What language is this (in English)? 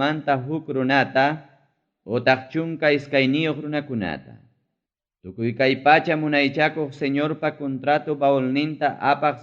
Ayacucho Quechua